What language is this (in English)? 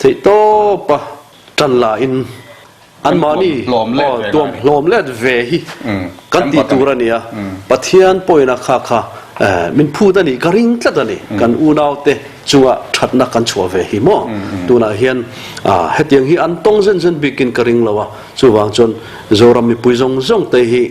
Mizo